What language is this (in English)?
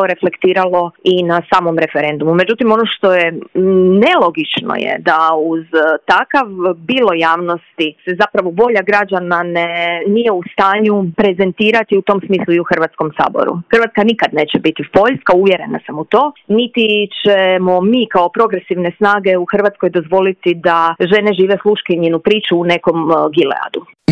Croatian